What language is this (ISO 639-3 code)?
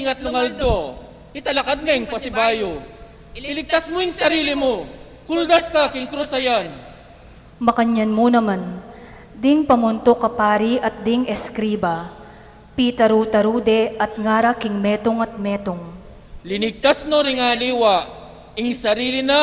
pam